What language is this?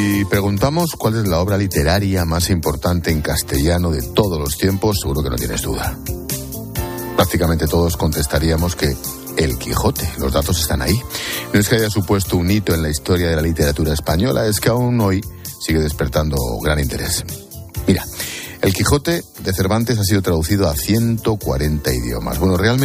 Spanish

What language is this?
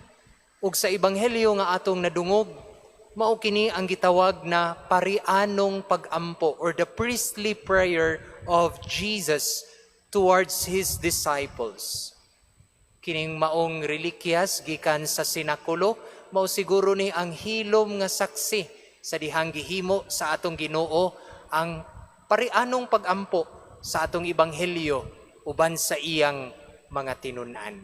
Cebuano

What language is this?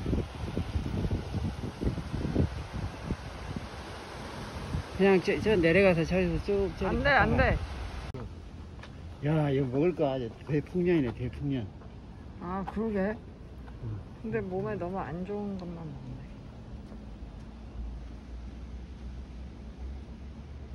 Korean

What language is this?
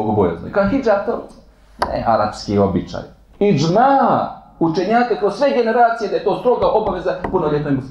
Bosnian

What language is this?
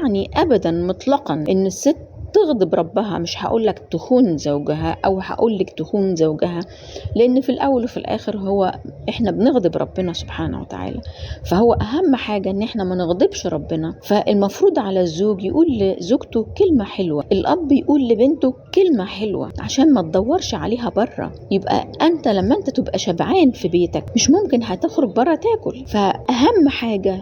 Egyptian Arabic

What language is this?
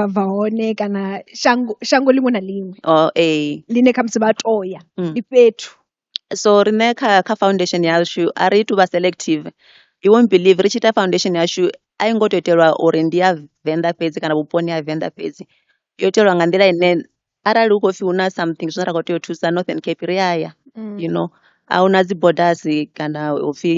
Venda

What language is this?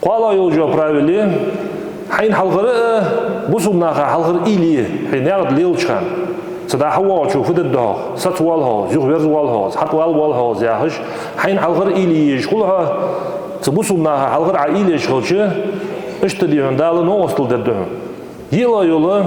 Ingush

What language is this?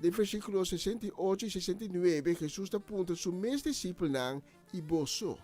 Papiamento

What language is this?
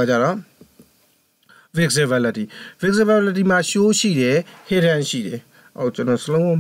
Burmese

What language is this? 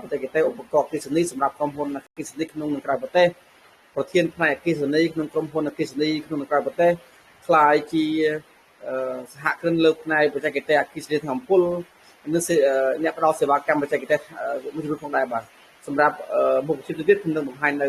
Khmer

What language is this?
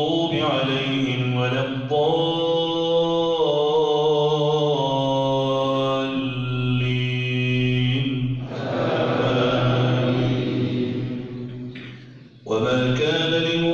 Arabic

